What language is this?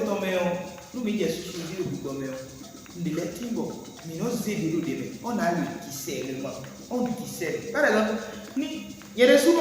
Fon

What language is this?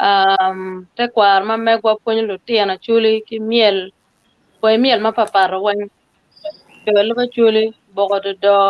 Acoli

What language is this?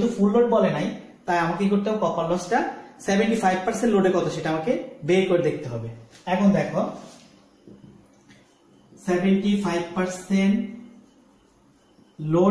Bangla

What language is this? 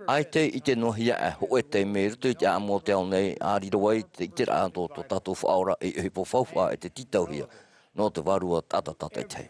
Tahitian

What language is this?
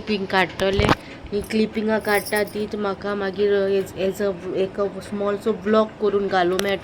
Konkani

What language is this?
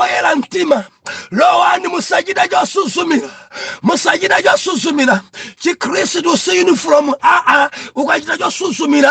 Nyanja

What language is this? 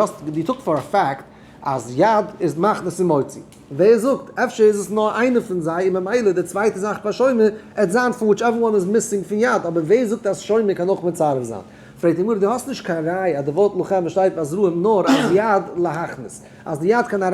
Yiddish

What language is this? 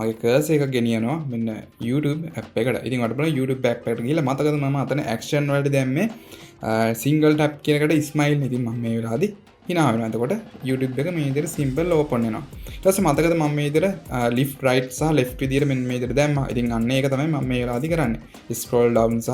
Sinhala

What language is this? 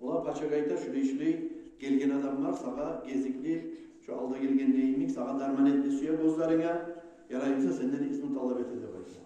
Kumyk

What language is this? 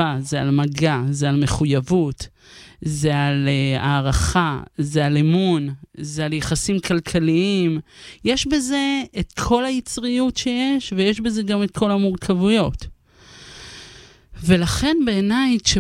Hebrew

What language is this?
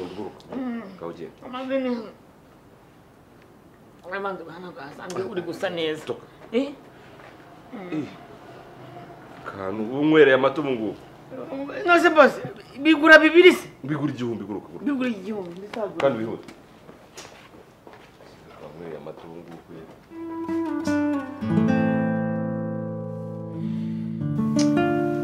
Kinyarwanda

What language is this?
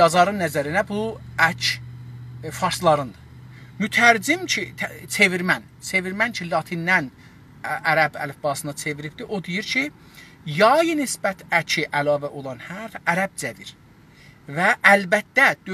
South Azerbaijani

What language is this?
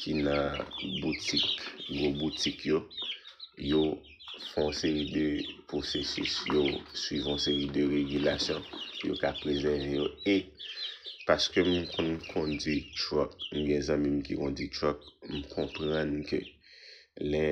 Haitian Creole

